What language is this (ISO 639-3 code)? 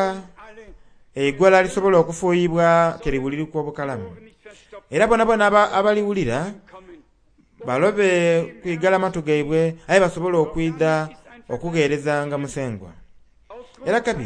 xog